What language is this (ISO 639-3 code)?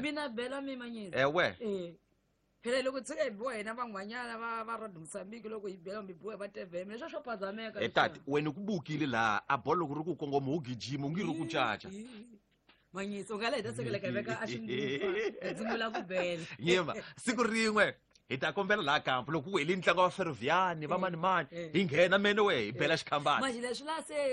tso